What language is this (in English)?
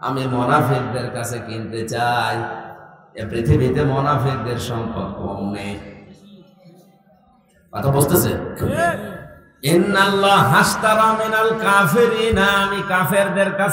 Bangla